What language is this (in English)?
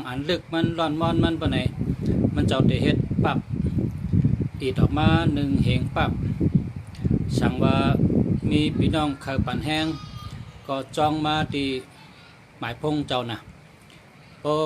Shan